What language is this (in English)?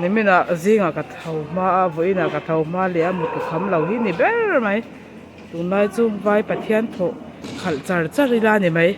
Mizo